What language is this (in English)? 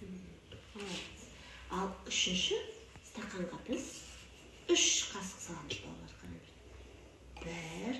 Kazakh